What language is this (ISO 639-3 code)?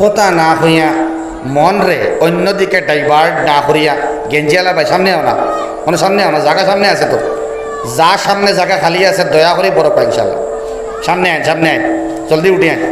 syl